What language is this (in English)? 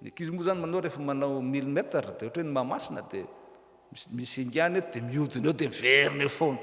Malagasy